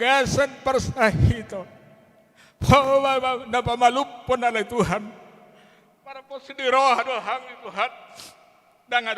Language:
Batak Toba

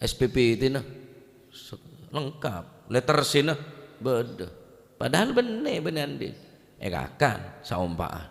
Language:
Madurese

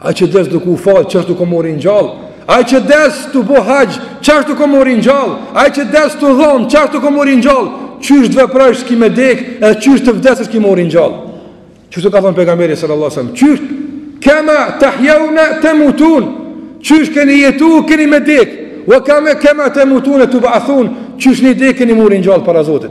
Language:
Albanian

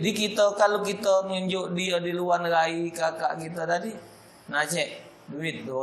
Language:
Musi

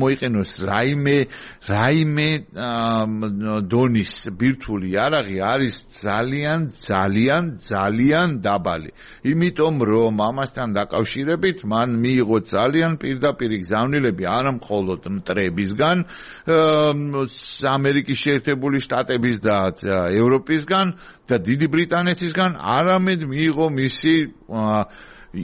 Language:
Georgian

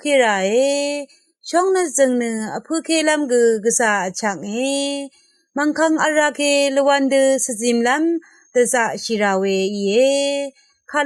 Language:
Rawang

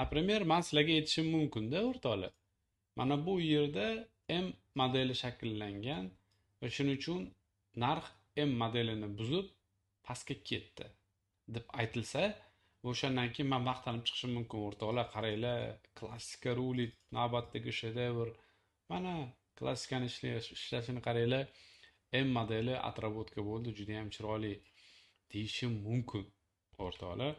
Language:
Uzbek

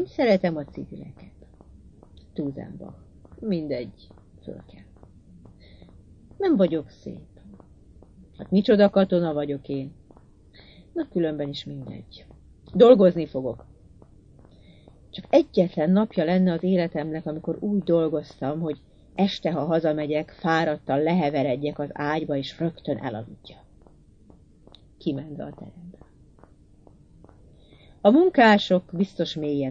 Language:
Hungarian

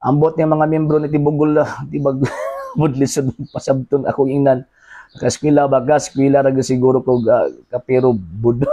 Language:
Cebuano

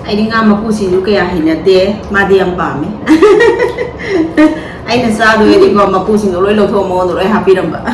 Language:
Manipuri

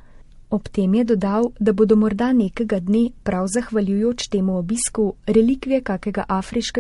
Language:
Slovenian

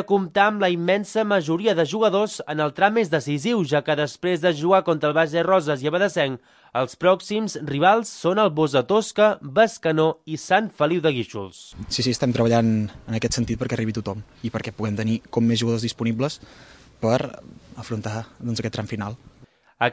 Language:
Catalan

